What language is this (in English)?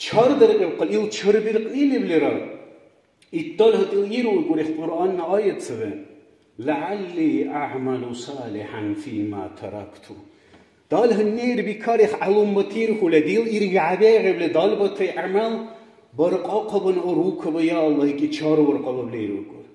Dargwa